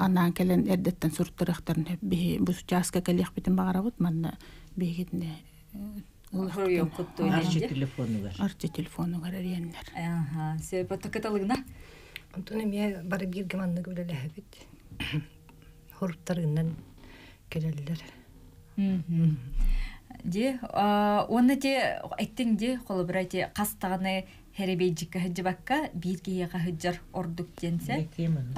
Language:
Yakut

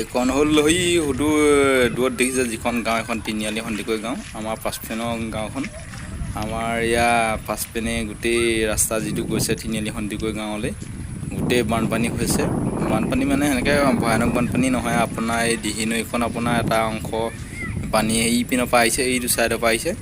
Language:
Assamese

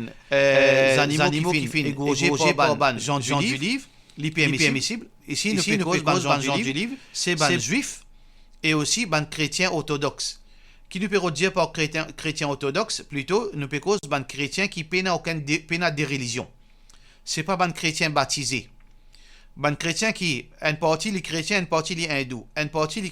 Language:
Morisyen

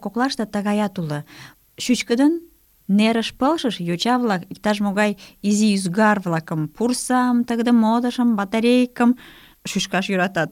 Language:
Mari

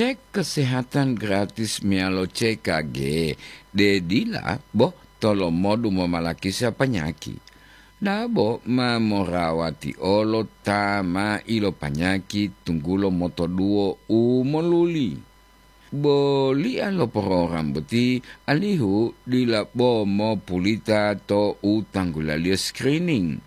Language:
Gorontalo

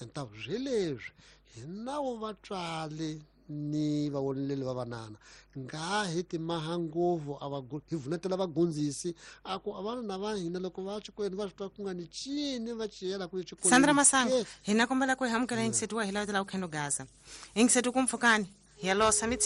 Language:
Tsonga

